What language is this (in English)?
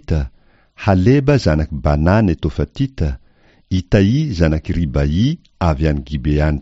Malagasy